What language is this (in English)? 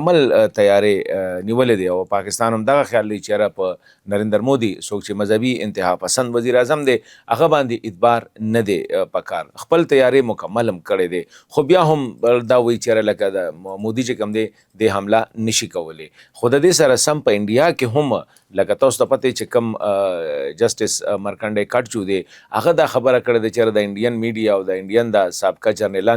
Pashto